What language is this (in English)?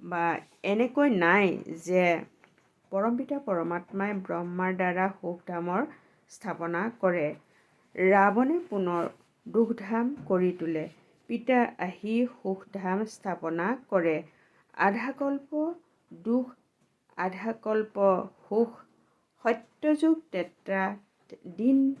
Assamese